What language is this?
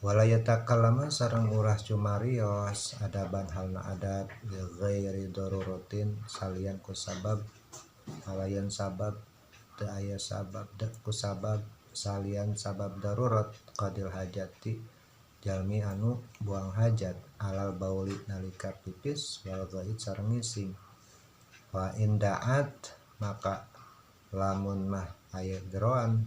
Sundanese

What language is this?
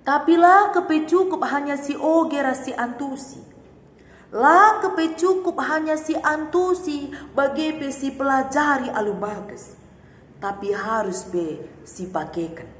Batak Karo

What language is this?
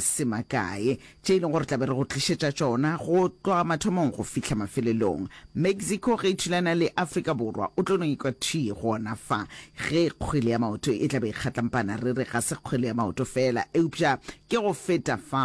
Northern Sotho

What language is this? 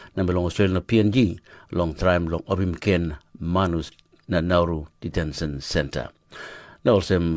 Tok Pisin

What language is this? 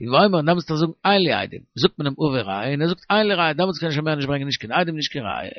Yiddish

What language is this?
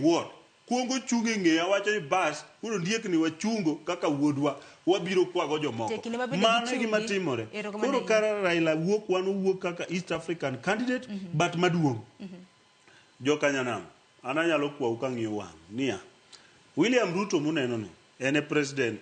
Luo (Kenya and Tanzania)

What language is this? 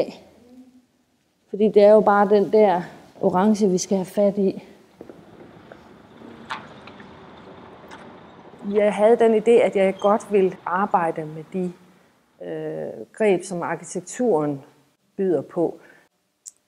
Danish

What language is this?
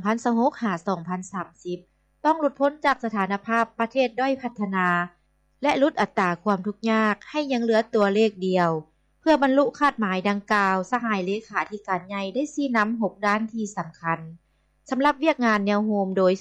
Lao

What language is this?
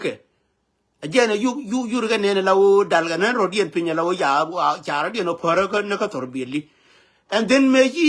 Nuer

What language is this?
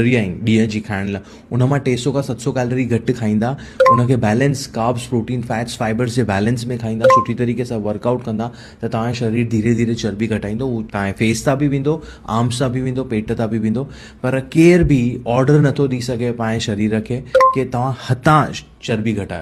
Sindhi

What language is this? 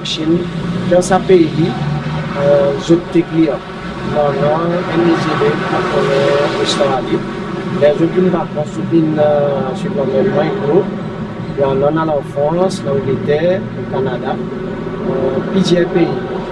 Seselwa Creole French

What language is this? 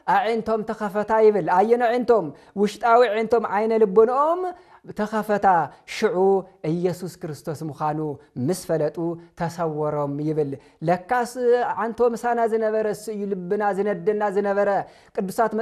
Tigrinya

